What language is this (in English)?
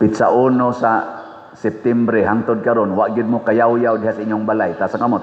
Cebuano